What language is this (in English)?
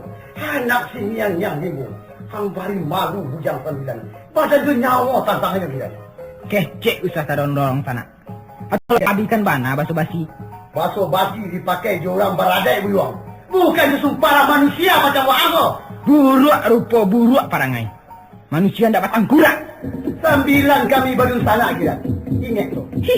Minangkabau